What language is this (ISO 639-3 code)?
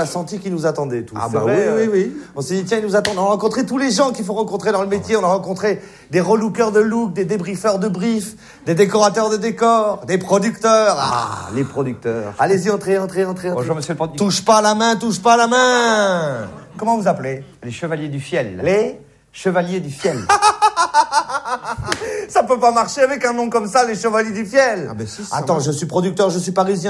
fra